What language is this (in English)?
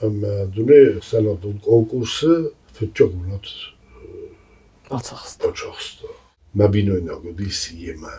Ossetic